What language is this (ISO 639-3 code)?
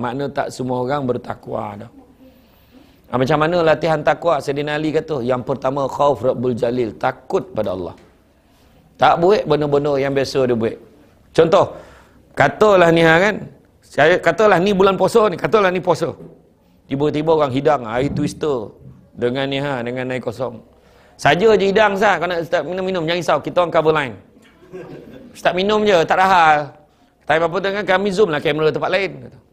msa